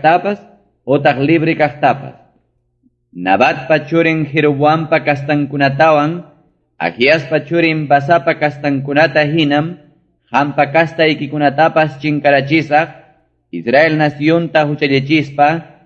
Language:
Ayacucho Quechua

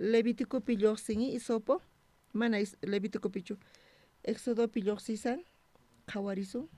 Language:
South Bolivian Quechua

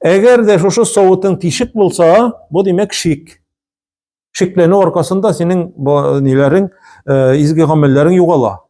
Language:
Tatar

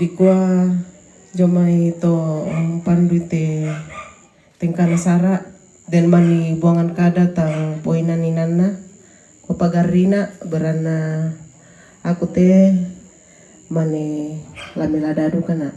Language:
Toraja-Sa'dan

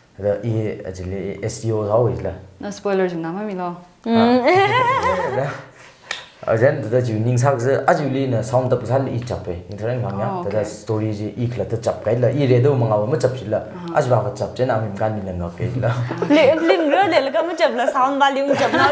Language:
Tangkhul Naga (India)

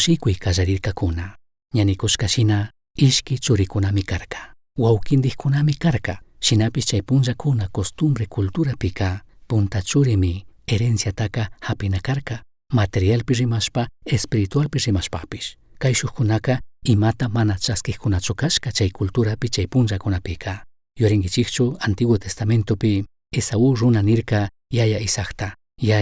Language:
Chimborazo Highland Quichua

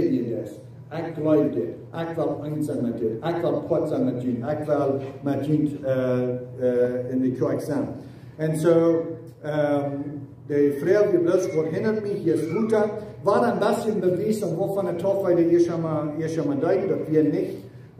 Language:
Plautdietsch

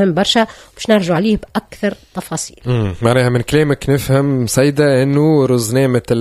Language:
Tunisian Arabic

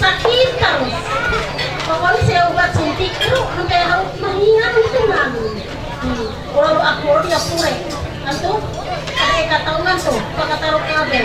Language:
Ma'anyan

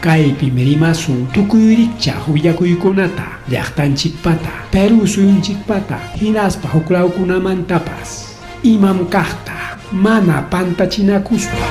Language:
Ayacucho Quechua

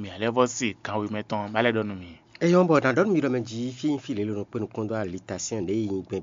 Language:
Fon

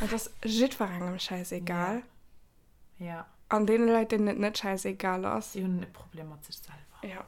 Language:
Luxembourgish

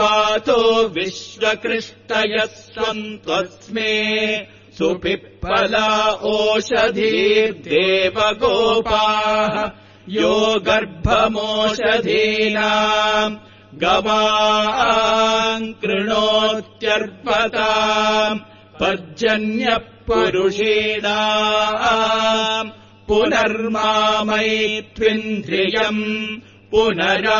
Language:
Sanskrit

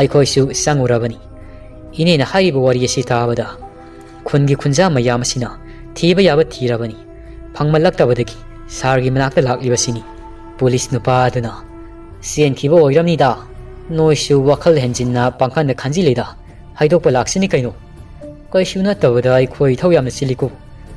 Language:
Manipuri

